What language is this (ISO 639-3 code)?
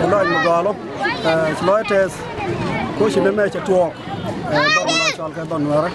nus